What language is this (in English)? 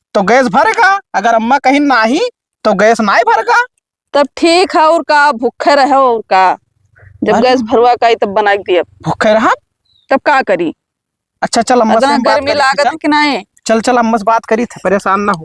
Awadhi